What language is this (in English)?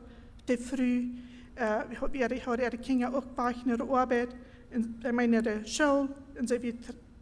Plautdietsch